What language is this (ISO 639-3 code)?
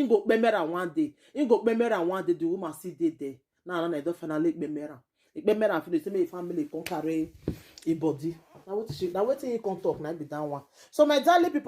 pcm